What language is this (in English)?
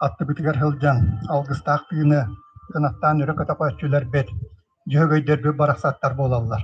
Yakut